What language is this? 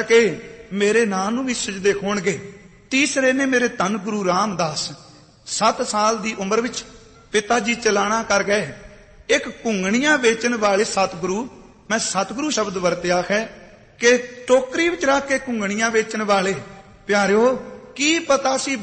Punjabi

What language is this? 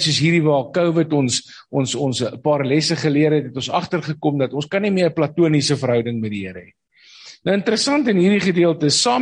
Afrikaans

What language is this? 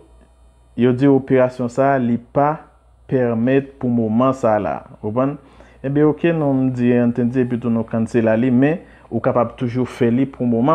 Haitian Creole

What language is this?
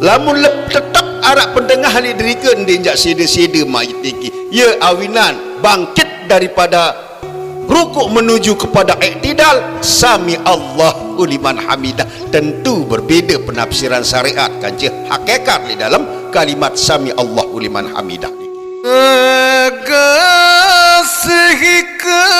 Sasak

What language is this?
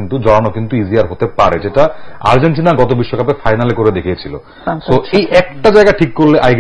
Bangla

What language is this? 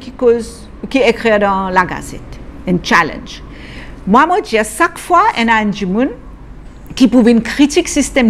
Morisyen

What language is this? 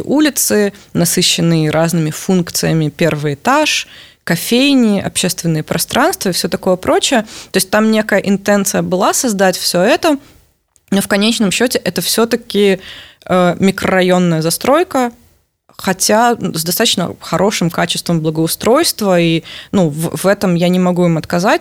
Russian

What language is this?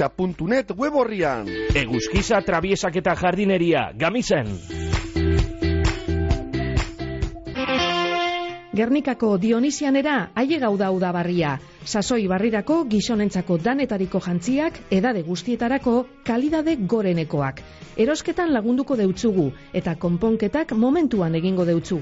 Basque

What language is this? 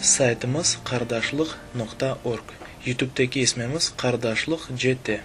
Crimean Tatar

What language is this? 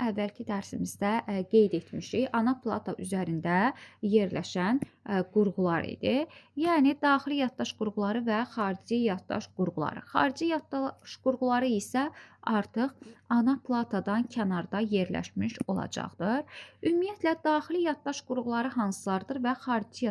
Azerbaijani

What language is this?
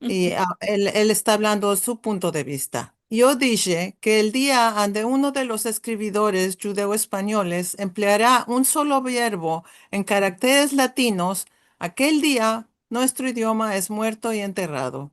Ladino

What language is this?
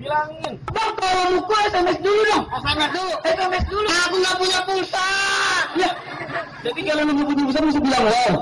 Betawi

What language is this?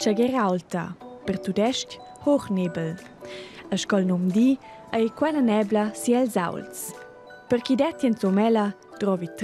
Romansh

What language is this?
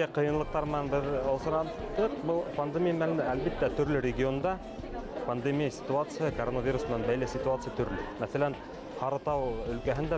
Bashkir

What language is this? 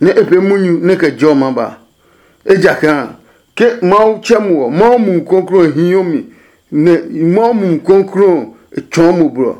Adangme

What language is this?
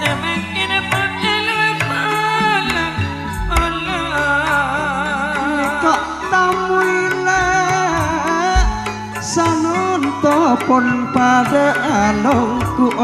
Madurese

